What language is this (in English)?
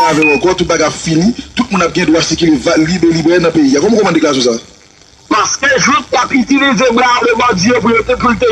Haitian Creole